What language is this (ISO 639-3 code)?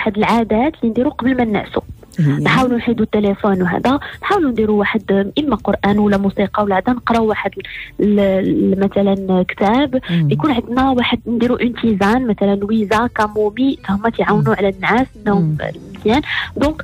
ary